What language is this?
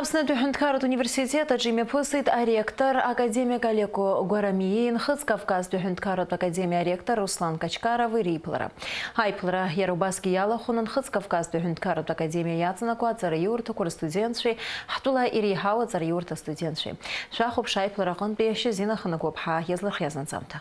Abkhazian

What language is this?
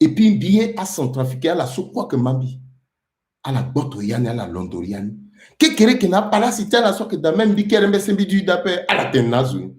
Sango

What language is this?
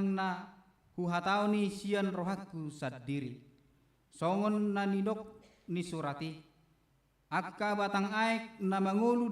Batak Toba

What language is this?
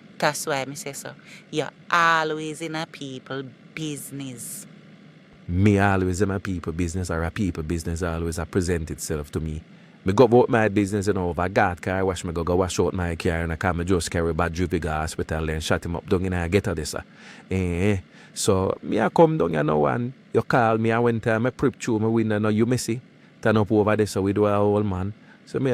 Jamaican Creole English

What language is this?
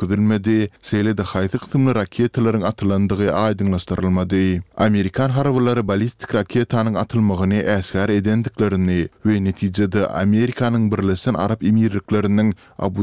Turkmen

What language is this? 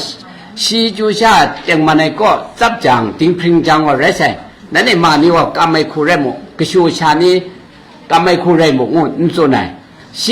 Kachin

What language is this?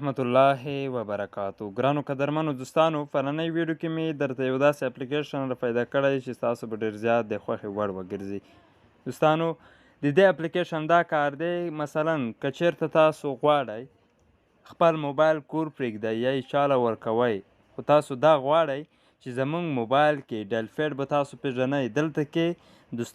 Pashto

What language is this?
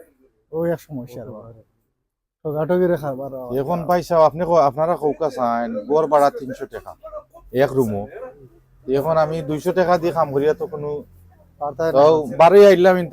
Sylheti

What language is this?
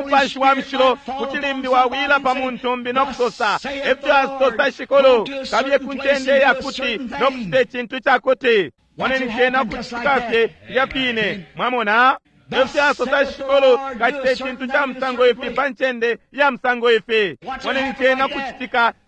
Bemba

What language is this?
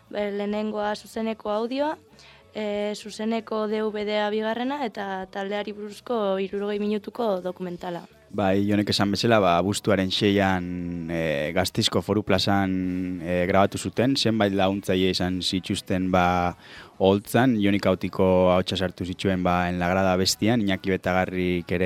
Basque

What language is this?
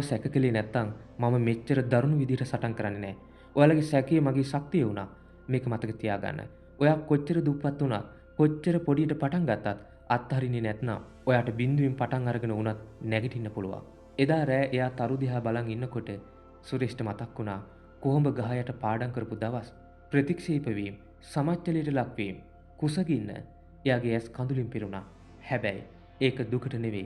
Sinhala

